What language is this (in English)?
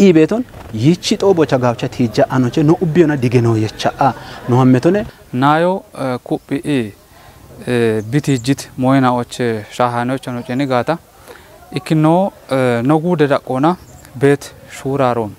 Kafa